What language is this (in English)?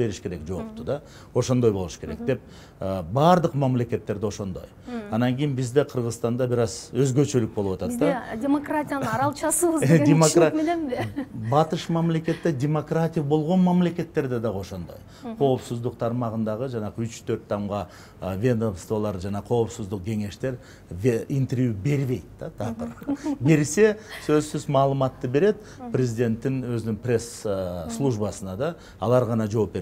Kyrgyz